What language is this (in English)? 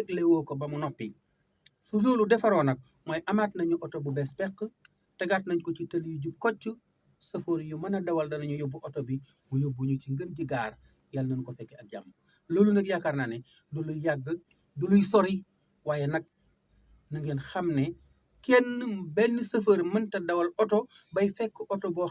Wolof